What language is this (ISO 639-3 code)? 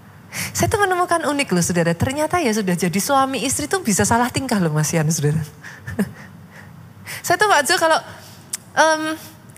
ind